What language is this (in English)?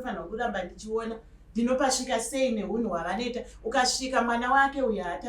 Shona